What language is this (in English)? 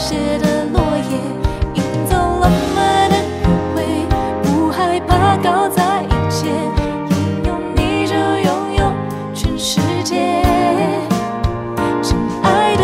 Chinese